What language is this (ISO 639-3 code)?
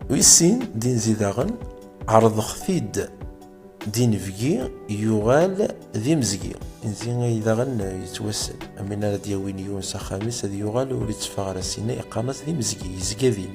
kab